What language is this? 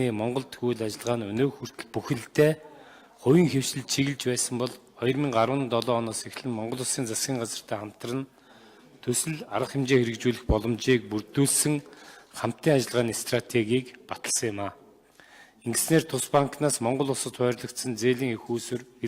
Mongolian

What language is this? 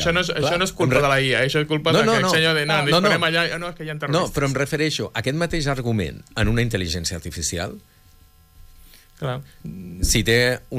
Catalan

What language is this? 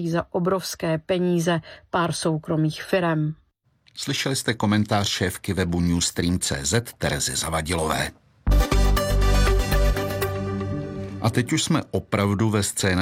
Czech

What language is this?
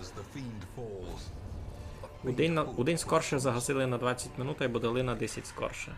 Rusyn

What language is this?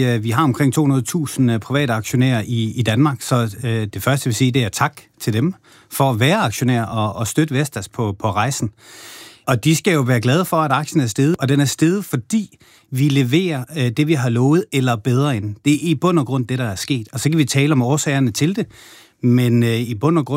Danish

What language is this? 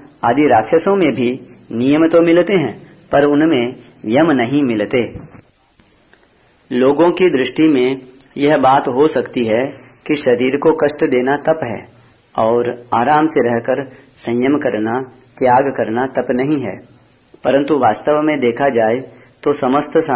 Hindi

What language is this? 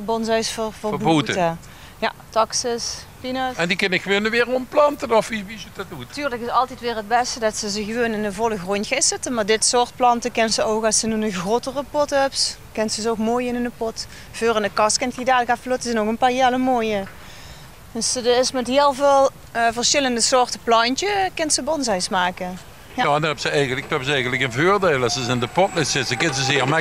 Limburgish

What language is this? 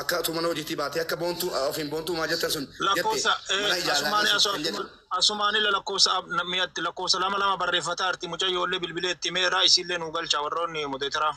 Oromo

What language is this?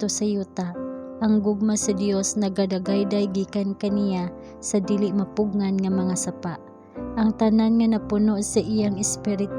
Cebuano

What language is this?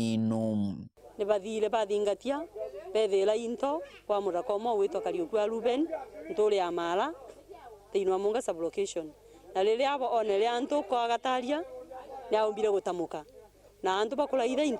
Meru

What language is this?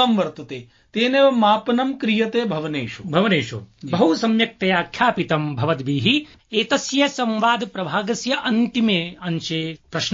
Sanskrit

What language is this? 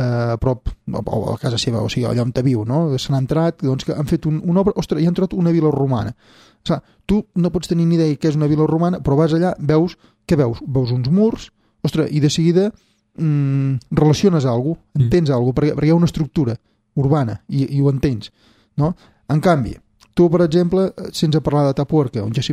Catalan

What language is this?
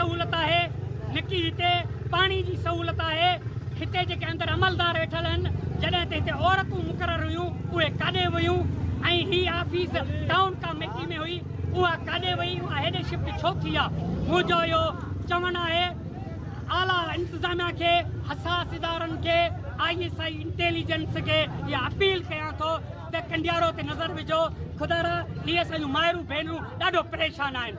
Sindhi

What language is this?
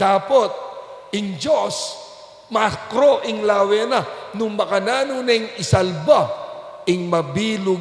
Pampanga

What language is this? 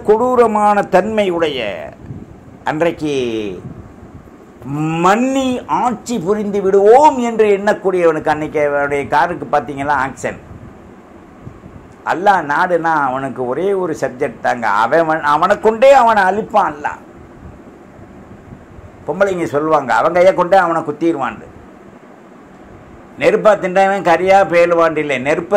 Tamil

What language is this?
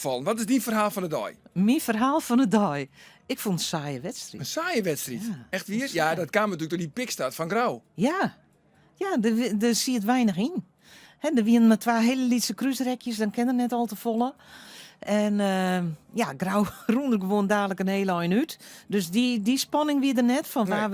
Western Frisian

